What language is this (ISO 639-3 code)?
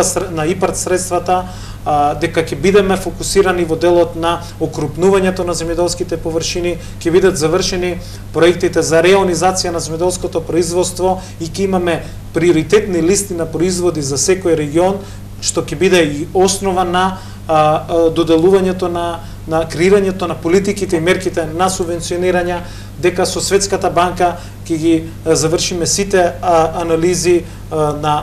mkd